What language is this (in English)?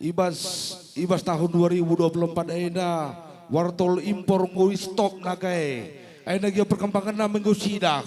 Batak Karo